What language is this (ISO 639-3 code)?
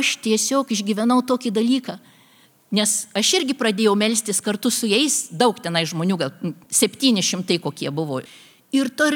lit